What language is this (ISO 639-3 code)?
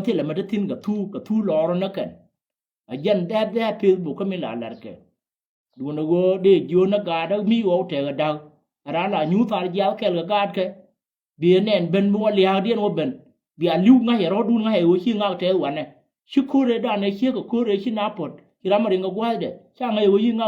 nus